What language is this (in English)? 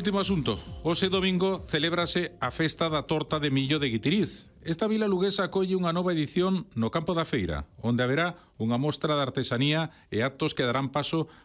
Galician